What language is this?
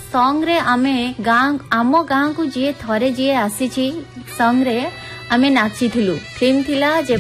Odia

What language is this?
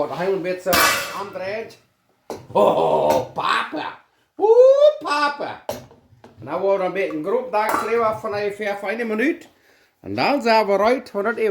Plautdietsch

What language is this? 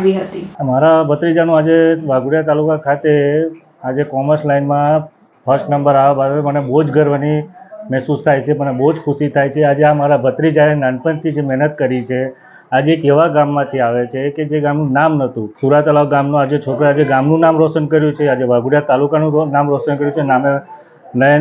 Gujarati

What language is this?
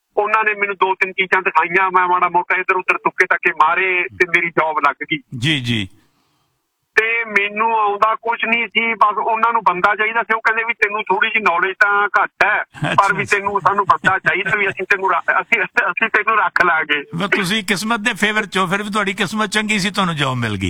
Punjabi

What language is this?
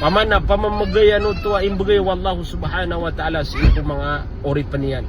Maranao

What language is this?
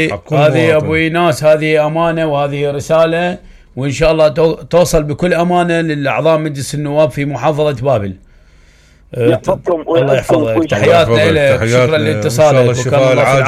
Mesopotamian Arabic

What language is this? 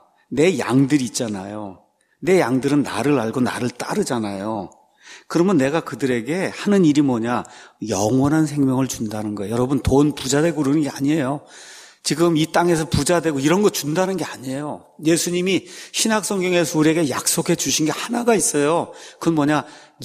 Korean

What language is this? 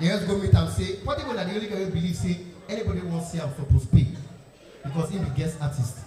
Nigerian Pidgin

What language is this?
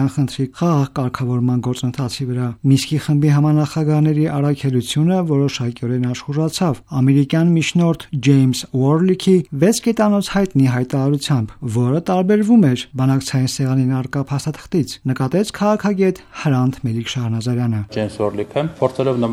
Armenian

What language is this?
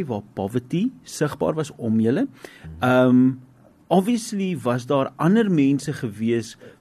Afrikaans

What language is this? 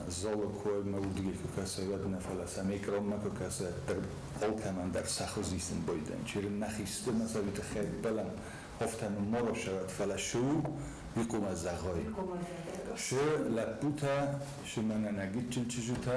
Ossetic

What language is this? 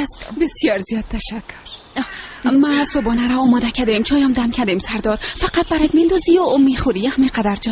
Persian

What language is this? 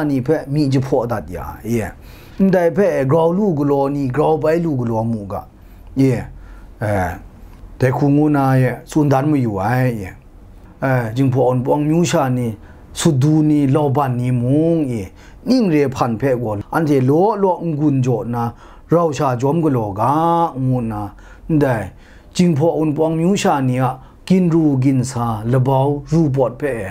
Kachin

